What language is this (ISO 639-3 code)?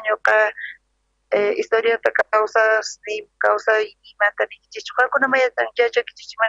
quh